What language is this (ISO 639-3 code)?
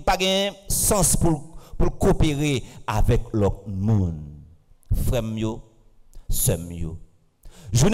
fra